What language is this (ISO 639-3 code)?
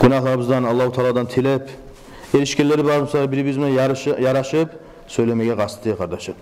kum